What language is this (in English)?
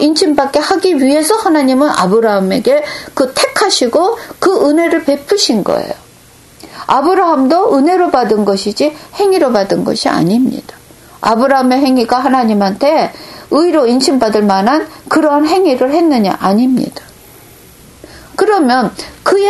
Korean